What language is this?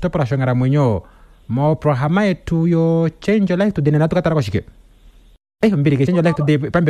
Kuanyama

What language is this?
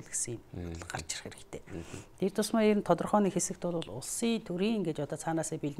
Mongolian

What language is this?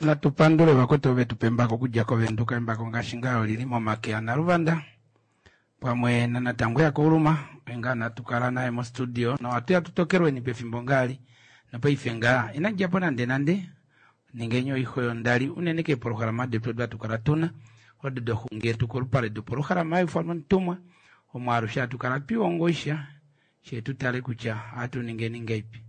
Kuanyama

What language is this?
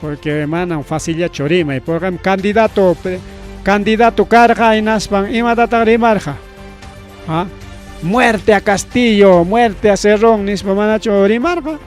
Ayacucho Quechua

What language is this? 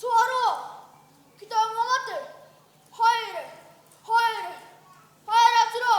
Māori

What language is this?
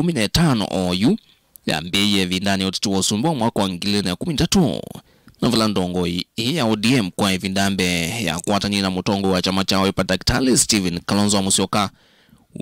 Kamba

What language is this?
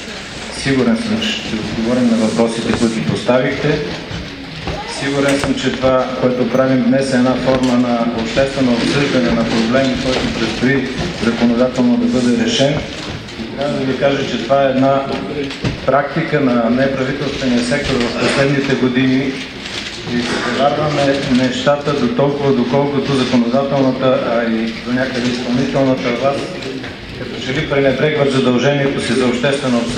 Bulgarian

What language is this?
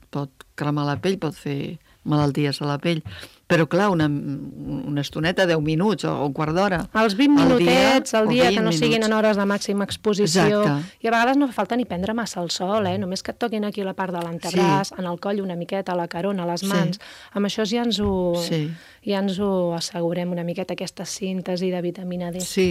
Catalan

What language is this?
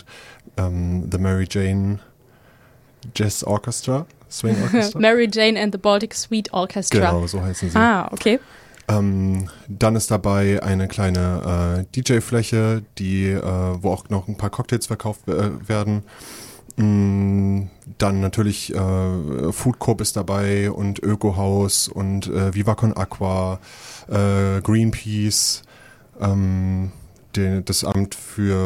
German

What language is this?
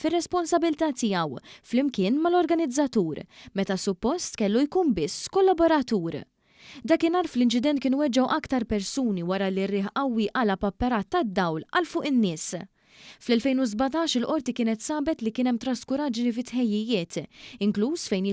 Maltese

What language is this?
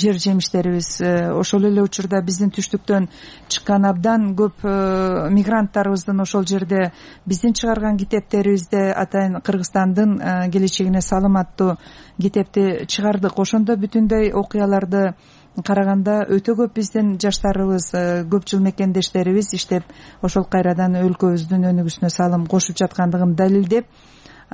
Kyrgyz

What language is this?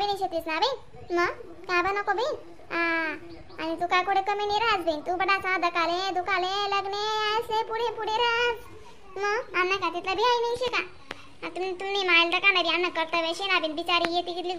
Khandesi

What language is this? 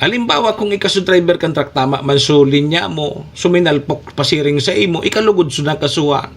Bikol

